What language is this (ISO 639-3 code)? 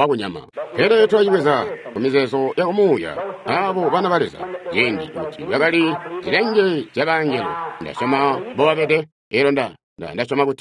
toi